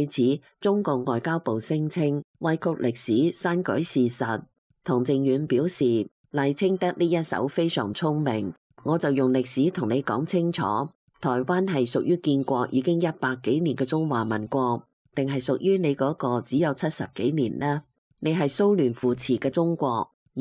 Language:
Cantonese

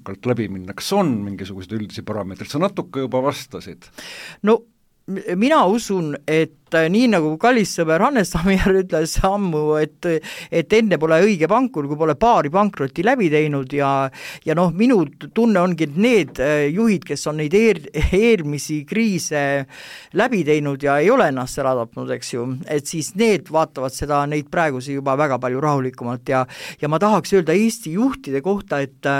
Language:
Estonian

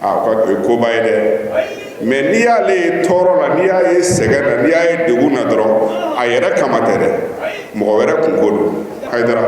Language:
Bambara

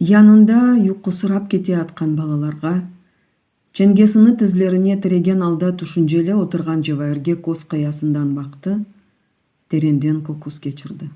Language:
Crimean Tatar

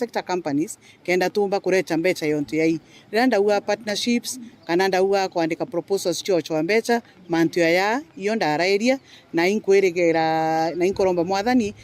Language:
Meru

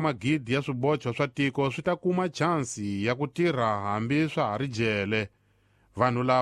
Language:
Tsonga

